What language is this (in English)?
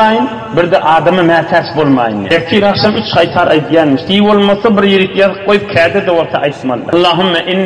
Turkmen